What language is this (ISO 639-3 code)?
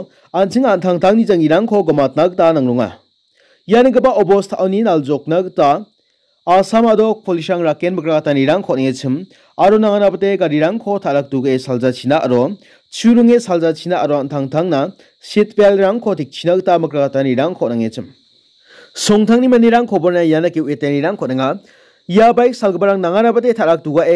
grt